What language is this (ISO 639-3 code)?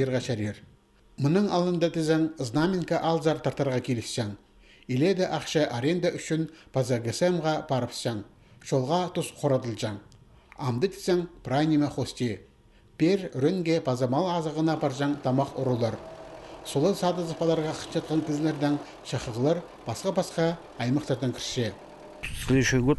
kjh